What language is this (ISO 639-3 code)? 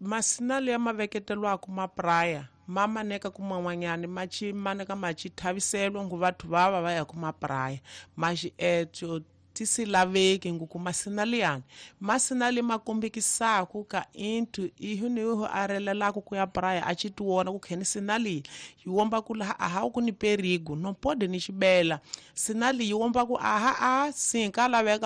tso